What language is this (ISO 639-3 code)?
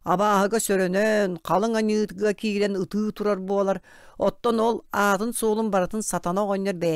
sah